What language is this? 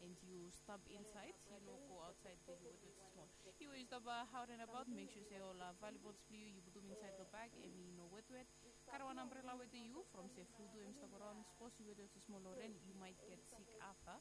Bislama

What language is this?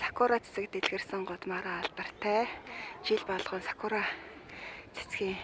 Mongolian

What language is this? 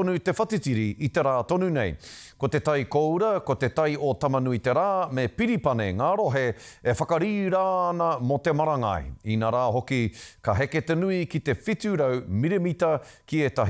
Māori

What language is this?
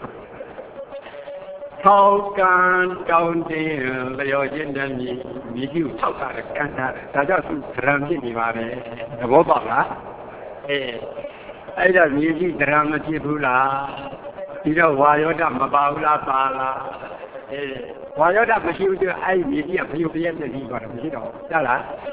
Burmese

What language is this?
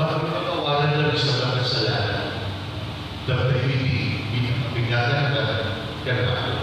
Pampanga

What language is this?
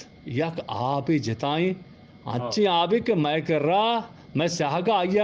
Eastern Balochi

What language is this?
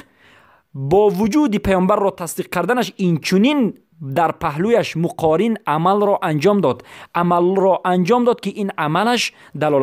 Persian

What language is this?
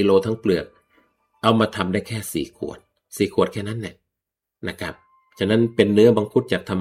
Thai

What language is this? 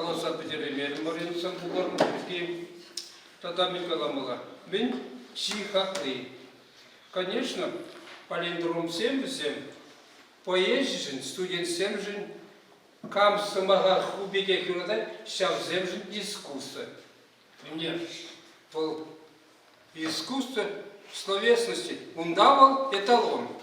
Chuvash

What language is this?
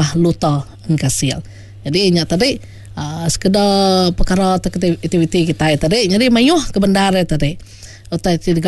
Iban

